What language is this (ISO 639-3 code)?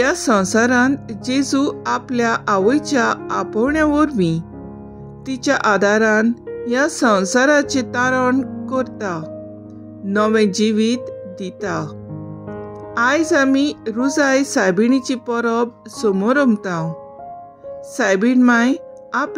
kok